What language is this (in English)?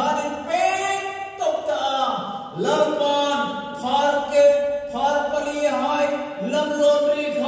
Hmar